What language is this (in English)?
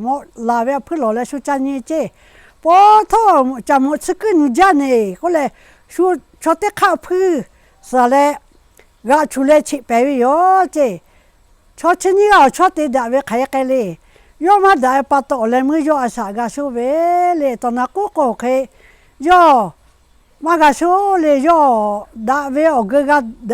Lahu